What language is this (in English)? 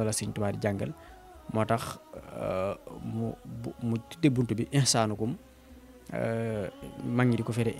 Wolof